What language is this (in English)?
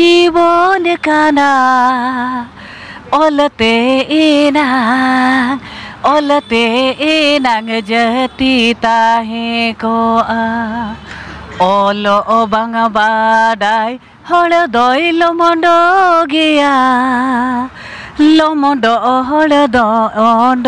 Santali